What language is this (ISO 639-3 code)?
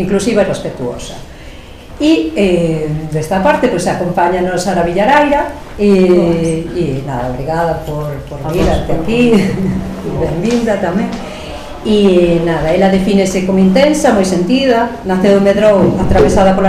glg